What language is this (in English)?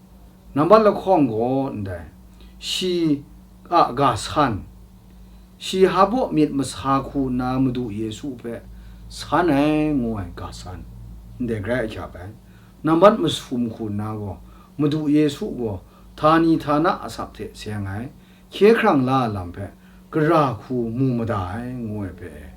Kachin